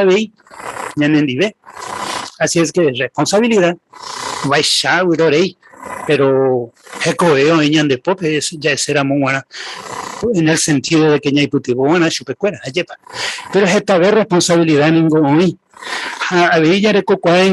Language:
Guarani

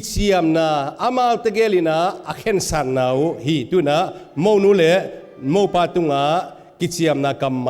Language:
Tedim Chin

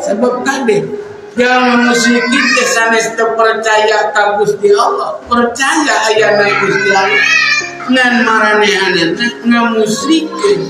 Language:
Sundanese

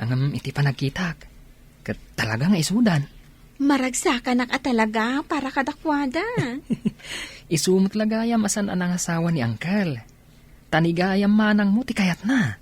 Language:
Iloko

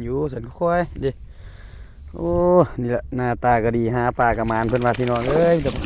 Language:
Lao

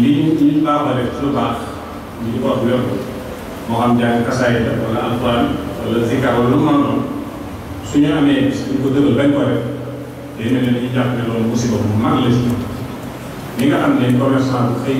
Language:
Wolof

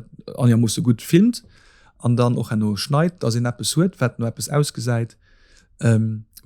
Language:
Luxembourgish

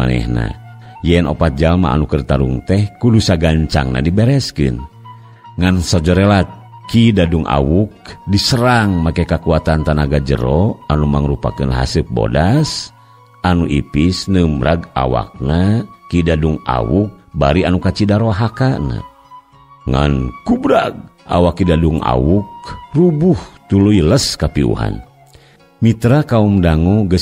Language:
Sundanese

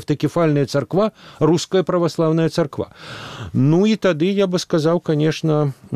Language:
Belarusian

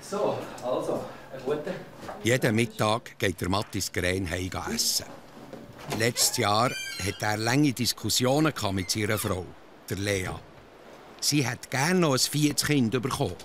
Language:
Swiss German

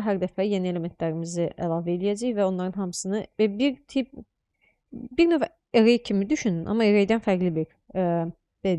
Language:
Azerbaijani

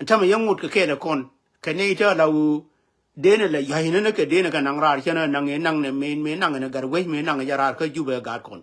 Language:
Nuer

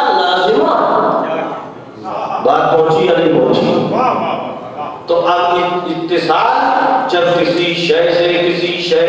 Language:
Urdu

